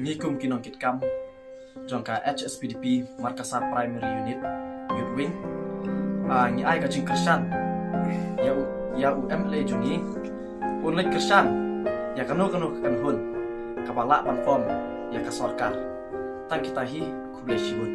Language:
Khasi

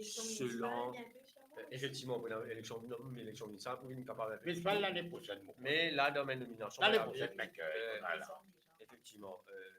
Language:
Morisyen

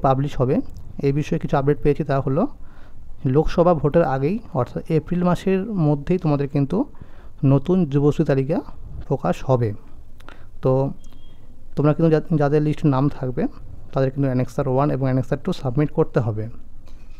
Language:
Bangla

